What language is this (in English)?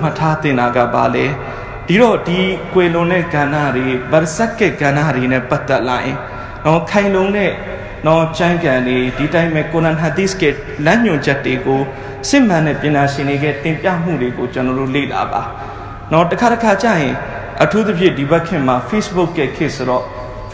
Burmese